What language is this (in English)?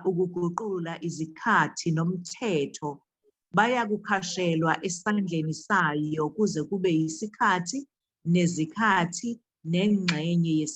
Zulu